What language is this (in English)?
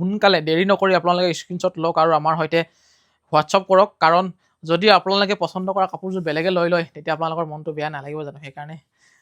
Assamese